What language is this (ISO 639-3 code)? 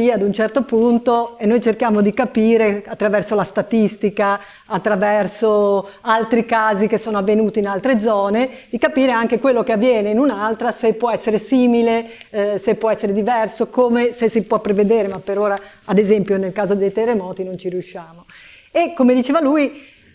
ita